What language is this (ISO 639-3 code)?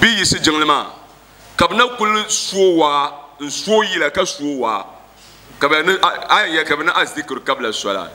dag